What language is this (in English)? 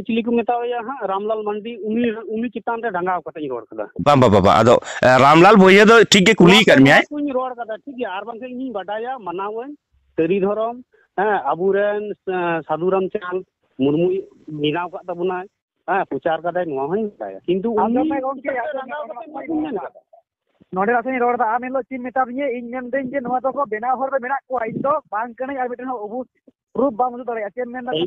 Santali